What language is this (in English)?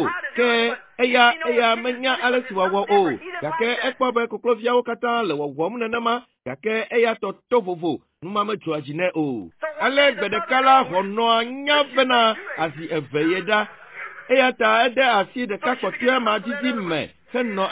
Ewe